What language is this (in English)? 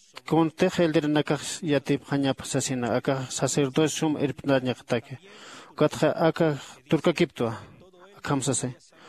Aymara